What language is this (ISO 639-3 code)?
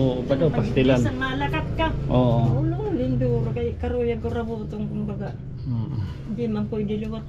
war